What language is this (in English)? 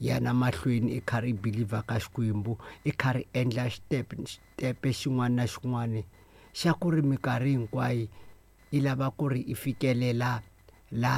Tsonga